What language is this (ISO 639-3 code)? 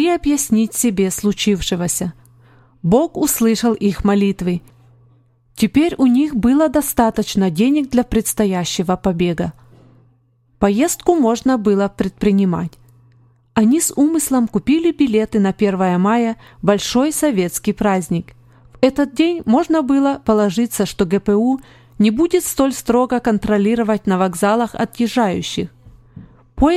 rus